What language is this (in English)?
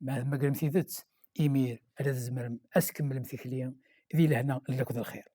Kabyle